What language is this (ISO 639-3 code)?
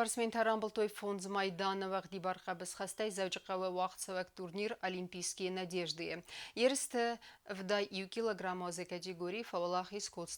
oss